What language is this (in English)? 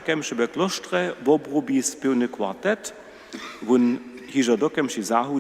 Upper Sorbian